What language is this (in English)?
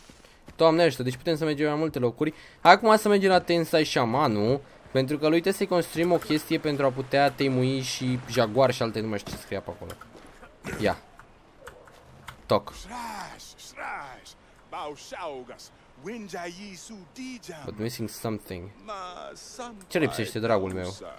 Romanian